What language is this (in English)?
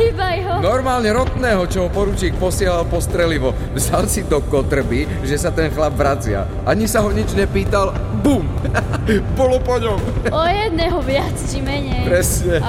Slovak